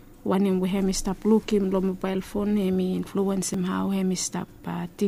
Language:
Bislama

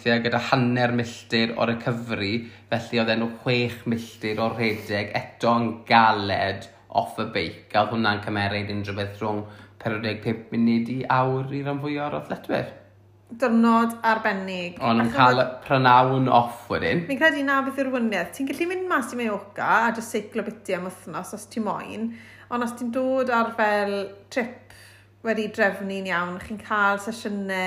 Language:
Welsh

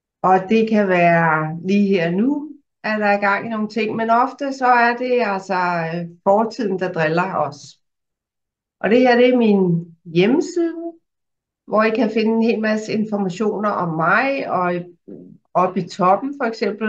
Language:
Danish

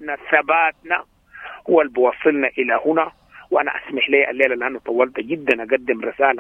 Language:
Sudanese Arabic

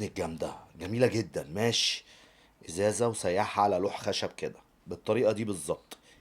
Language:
Egyptian Arabic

